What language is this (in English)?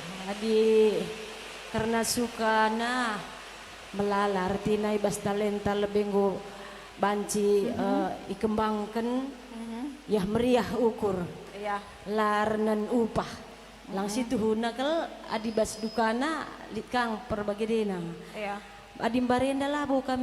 Batak Karo